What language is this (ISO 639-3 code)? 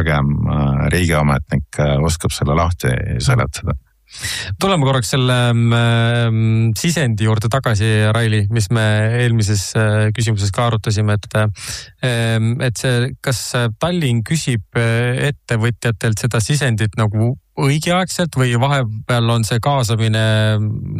est